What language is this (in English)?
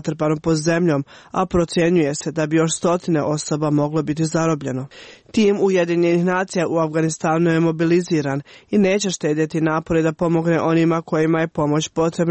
Croatian